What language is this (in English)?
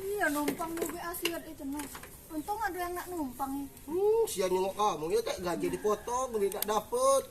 Musi